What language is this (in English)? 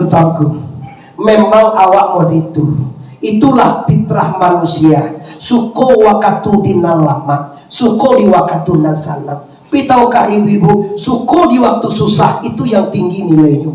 Minangkabau